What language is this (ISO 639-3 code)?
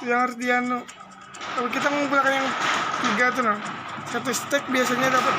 bjn